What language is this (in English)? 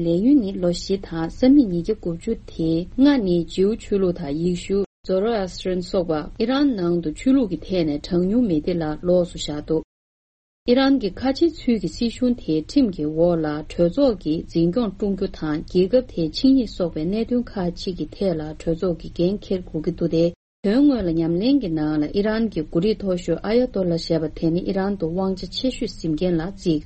Tibetan